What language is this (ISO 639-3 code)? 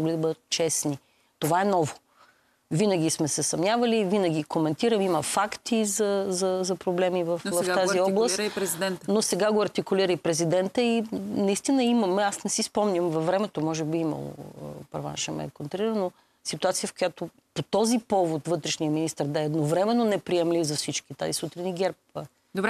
bul